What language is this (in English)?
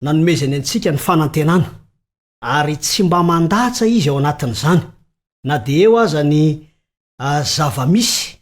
Malagasy